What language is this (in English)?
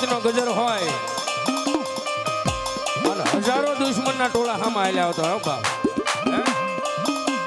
Gujarati